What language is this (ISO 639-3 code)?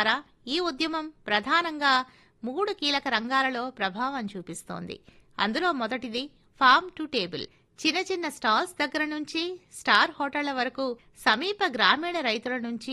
tel